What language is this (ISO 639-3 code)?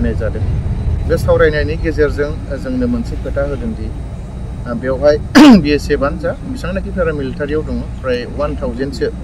brx